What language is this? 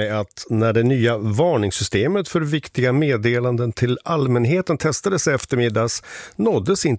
Swedish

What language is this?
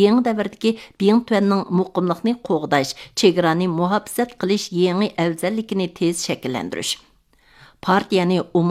Uyghur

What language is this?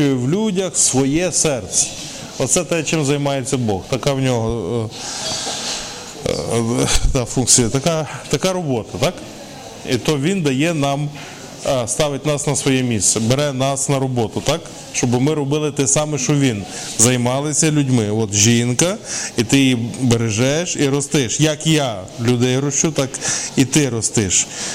Ukrainian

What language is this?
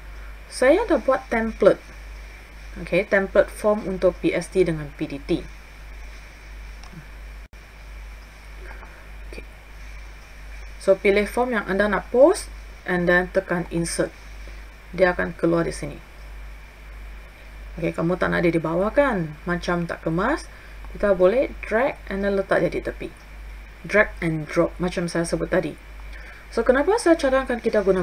Malay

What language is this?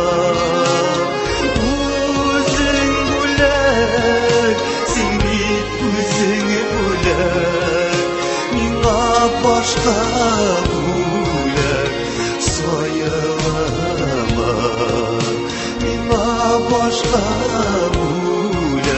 Tatar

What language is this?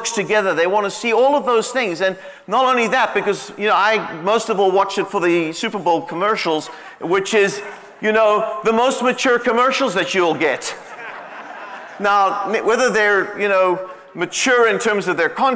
English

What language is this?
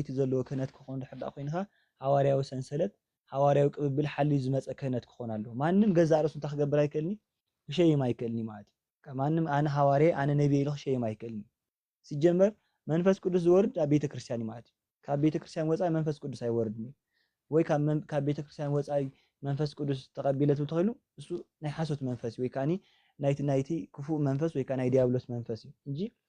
Tigrinya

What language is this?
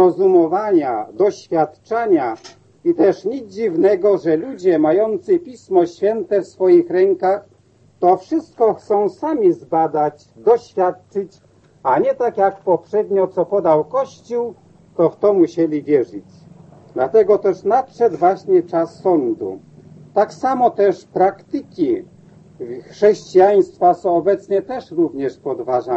Polish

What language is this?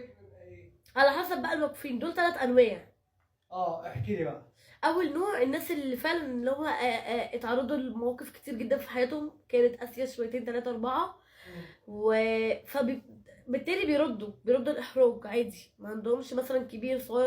Egyptian Arabic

